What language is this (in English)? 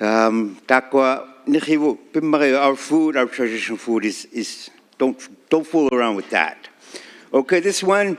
Inuktitut